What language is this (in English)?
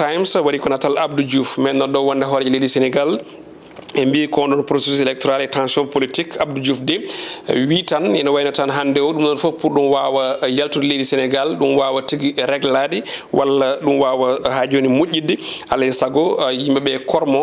Fula